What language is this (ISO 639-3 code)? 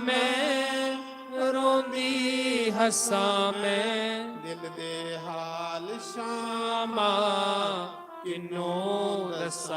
doi